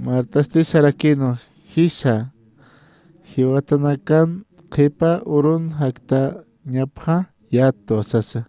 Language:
Aymara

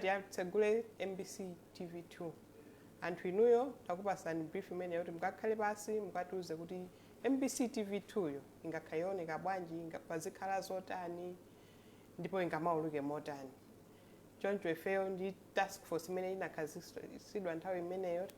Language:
Nyanja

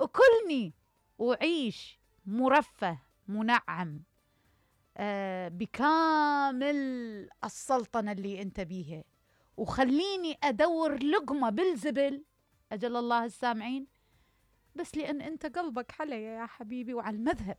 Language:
Mesopotamian Arabic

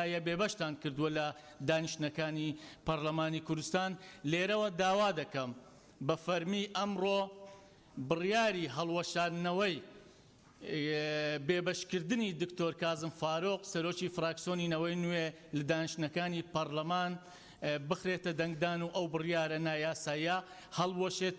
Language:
Central Kurdish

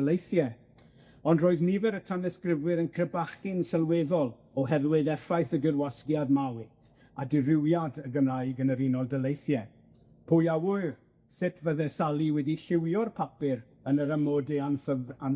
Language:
Welsh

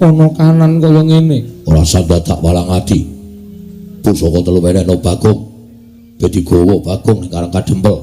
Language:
Javanese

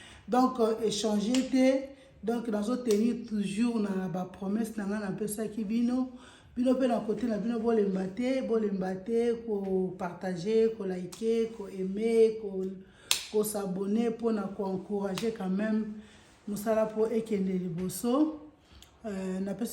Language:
Lingala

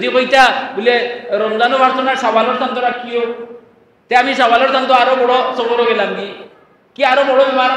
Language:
Sylheti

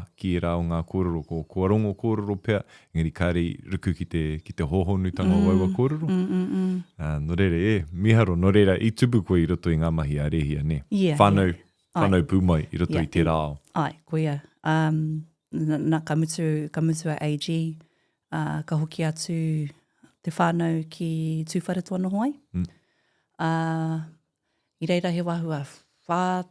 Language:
Māori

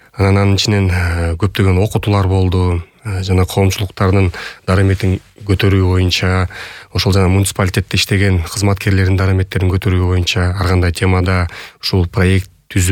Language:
Kyrgyz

